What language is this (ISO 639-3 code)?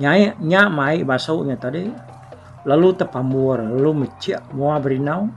iba